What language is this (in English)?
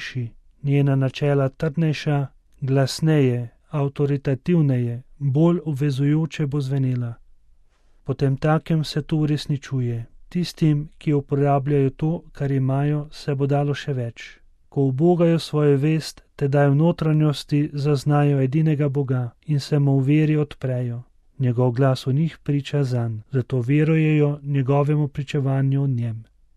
Slovenian